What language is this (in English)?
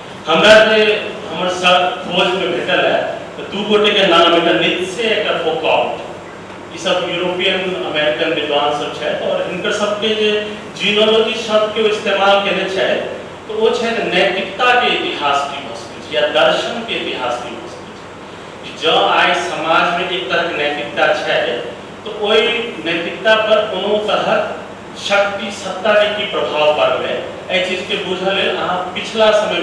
Maithili